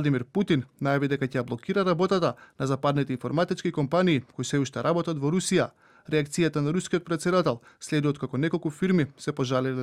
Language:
Macedonian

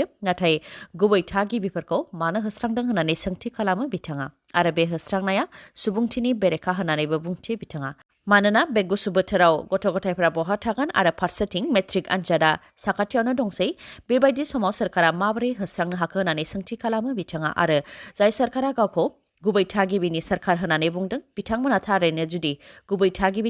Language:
Bodo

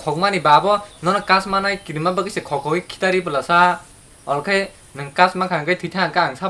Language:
Kok Borok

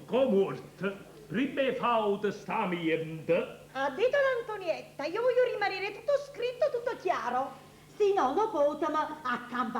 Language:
Neapolitan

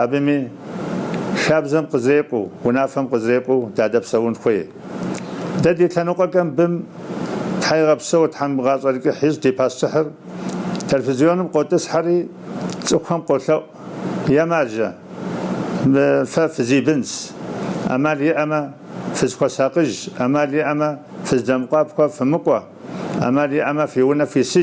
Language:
Kabardian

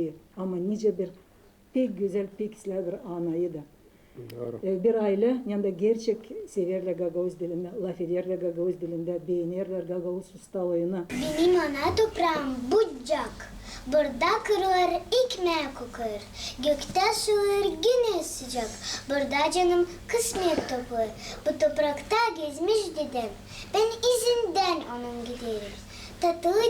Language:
Gagauz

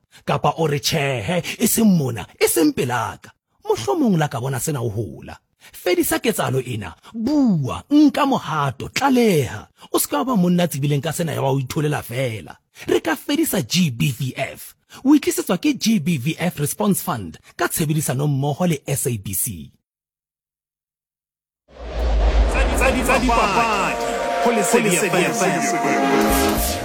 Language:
Southern Sotho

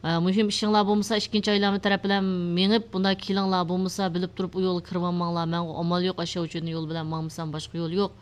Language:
Uyghur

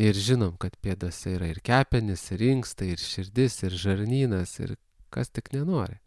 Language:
Lithuanian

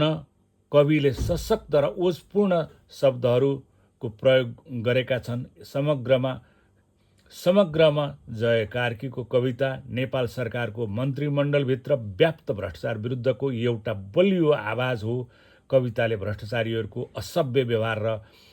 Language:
Nepali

